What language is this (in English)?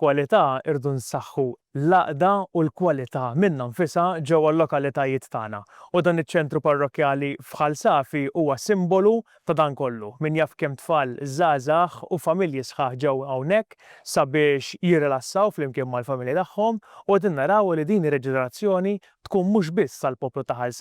Maltese